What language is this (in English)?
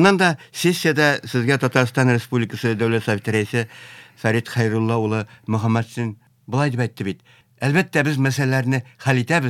Tatar